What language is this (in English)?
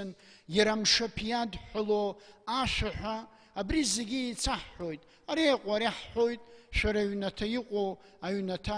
Abkhazian